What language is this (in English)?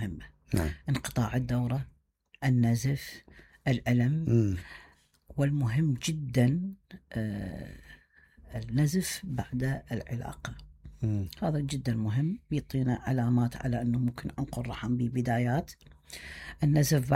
Mesopotamian Arabic